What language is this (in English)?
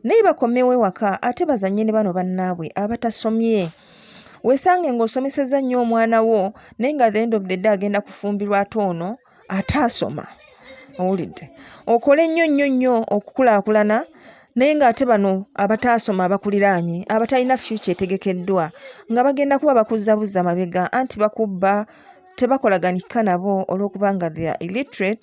Ganda